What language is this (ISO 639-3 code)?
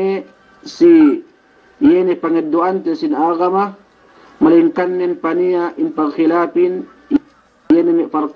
yka